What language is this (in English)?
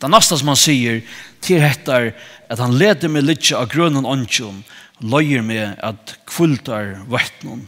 Faroese